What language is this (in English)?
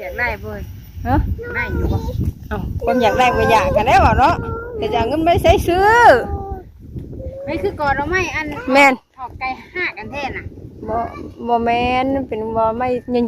Northeastern Thai